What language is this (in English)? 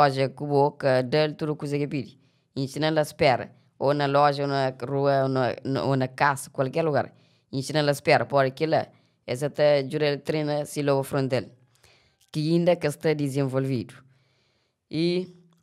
Kabuverdianu